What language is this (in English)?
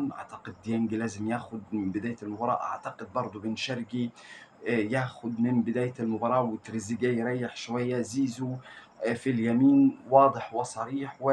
Egyptian Arabic